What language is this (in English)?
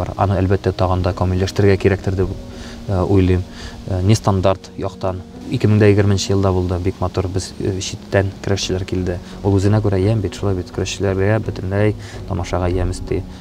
Tatar